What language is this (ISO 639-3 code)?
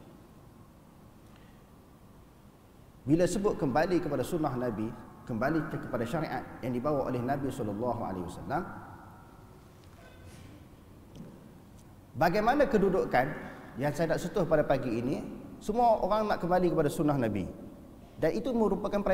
msa